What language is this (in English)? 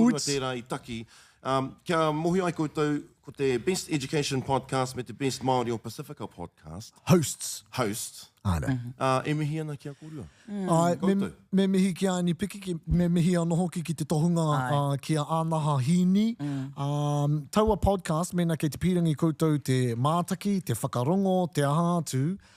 Māori